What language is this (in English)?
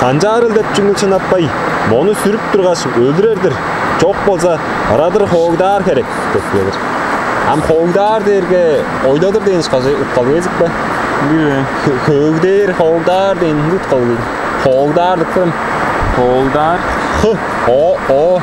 Tuvinian